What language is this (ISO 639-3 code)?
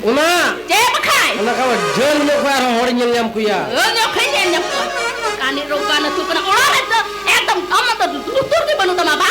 sat